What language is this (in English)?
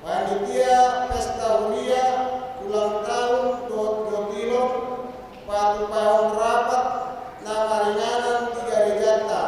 Batak Toba